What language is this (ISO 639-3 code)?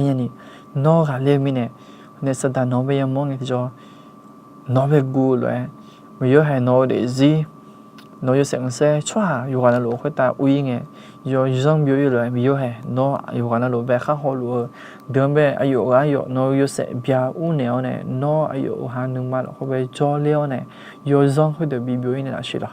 ahk